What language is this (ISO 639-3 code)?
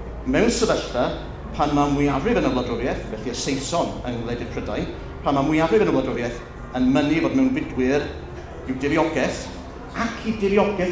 cym